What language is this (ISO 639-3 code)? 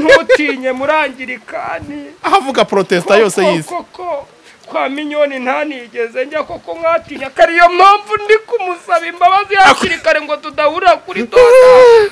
kin